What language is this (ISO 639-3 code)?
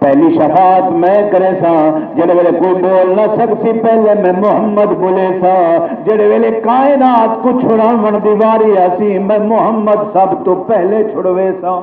skr